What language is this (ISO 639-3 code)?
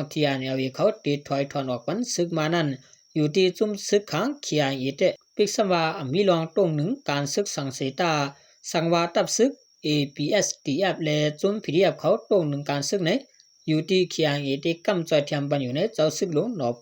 shn